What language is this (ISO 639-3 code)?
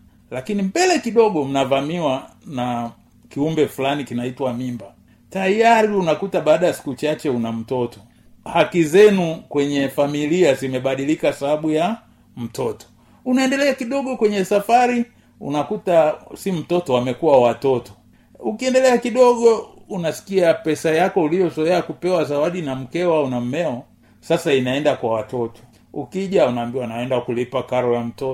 swa